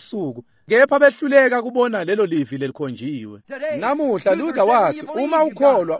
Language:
Swati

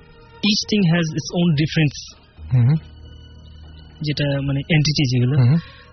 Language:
Bangla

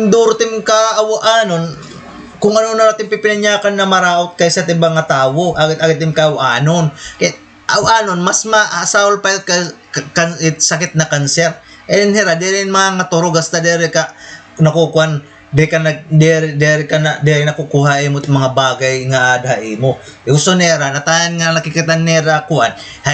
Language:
Waray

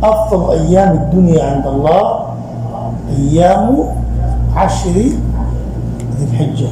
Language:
Rohingya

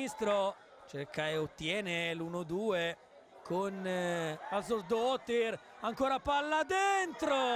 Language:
Italian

